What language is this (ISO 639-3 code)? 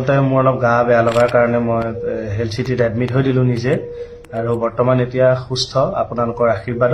asm